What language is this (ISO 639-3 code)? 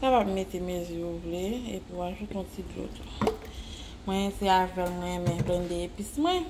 hat